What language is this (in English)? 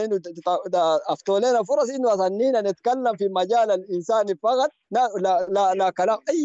Sudanese Arabic